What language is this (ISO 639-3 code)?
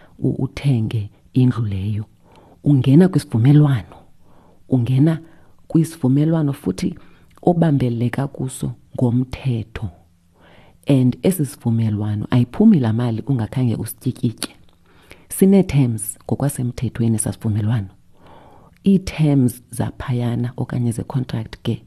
xho